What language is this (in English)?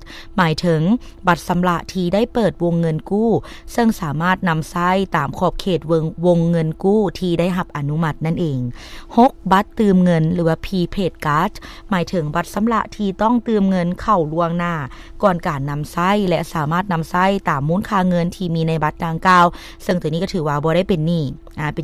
Lao